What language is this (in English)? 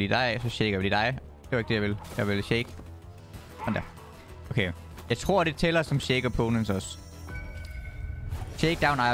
Danish